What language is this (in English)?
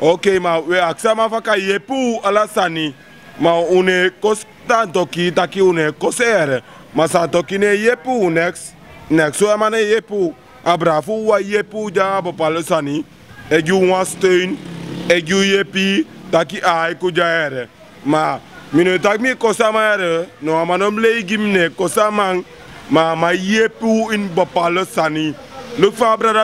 Sranan Tongo